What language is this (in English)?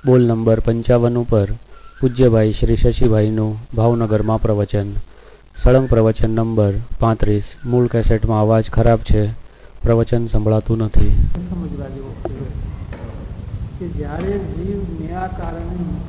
Gujarati